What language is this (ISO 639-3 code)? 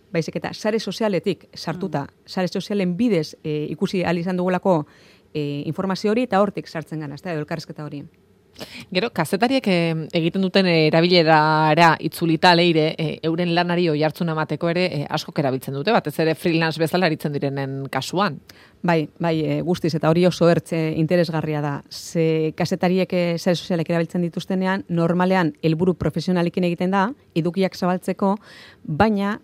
eus